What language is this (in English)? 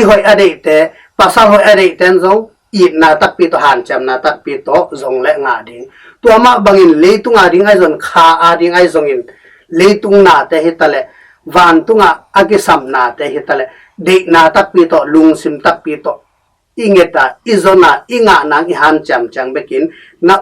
Tedim Chin